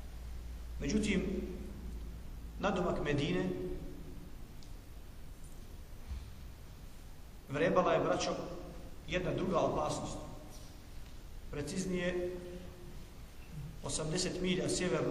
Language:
Bosnian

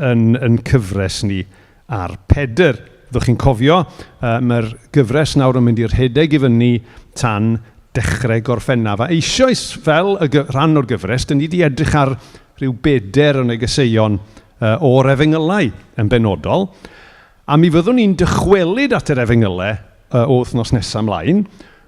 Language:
Welsh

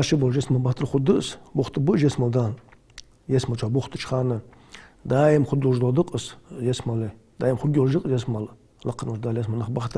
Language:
Ingush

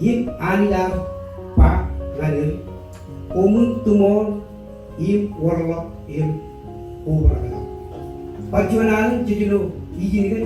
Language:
Marshallese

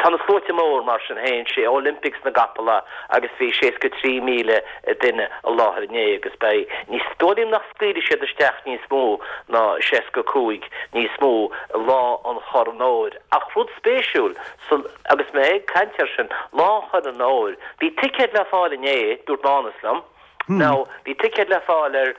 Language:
Irish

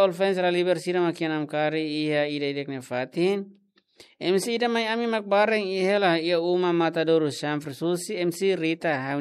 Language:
Tetum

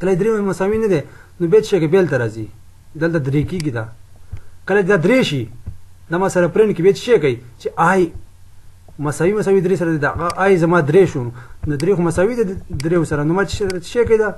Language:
Pashto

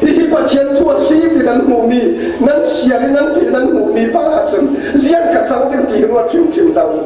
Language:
Falam Chin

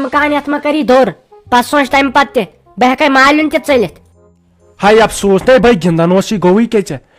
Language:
Kashmiri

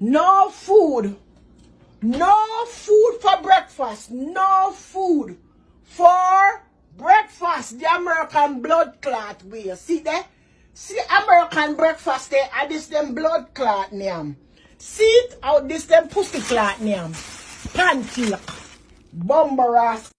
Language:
Jamaican Creole English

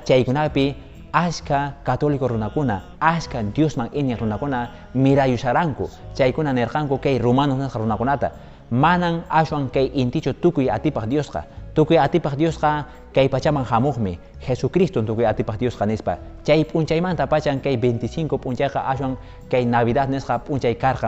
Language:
Quechua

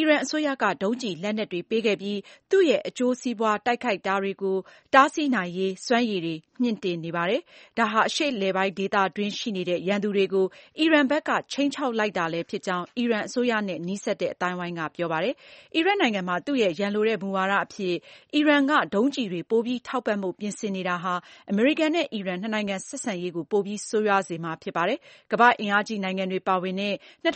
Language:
Burmese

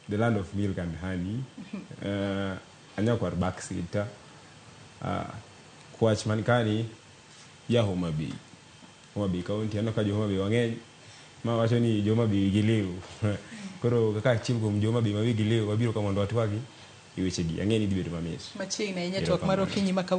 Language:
Luo (Kenya and Tanzania)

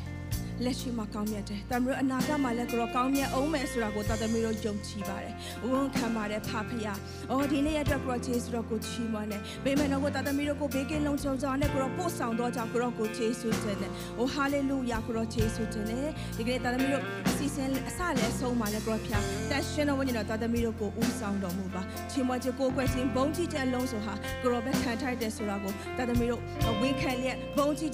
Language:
Burmese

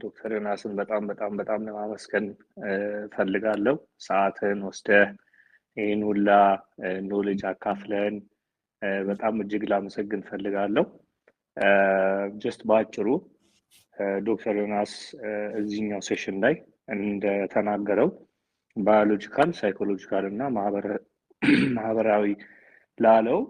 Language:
Amharic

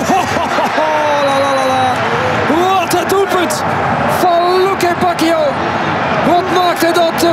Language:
Dutch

